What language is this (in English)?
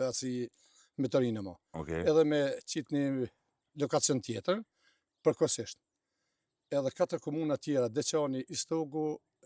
Albanian